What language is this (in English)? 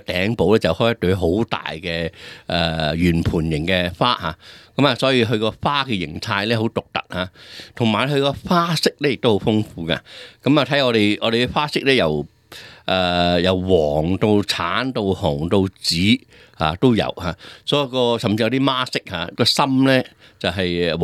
Cantonese